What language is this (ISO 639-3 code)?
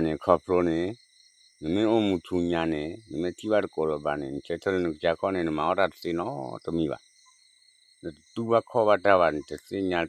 ksw